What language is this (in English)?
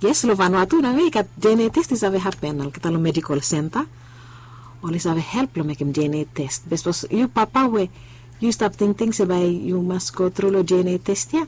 Bislama